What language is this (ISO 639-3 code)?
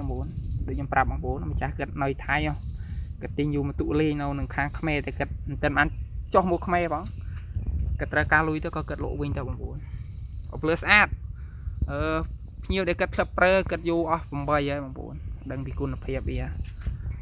khm